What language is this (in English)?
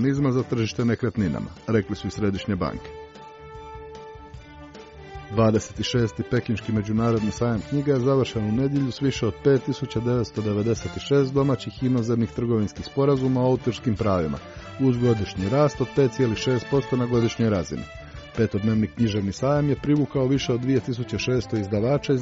Croatian